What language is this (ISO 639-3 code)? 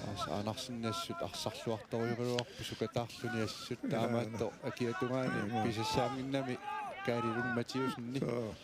kal